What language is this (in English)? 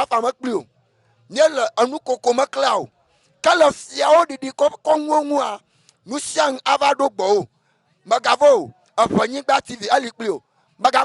Ewe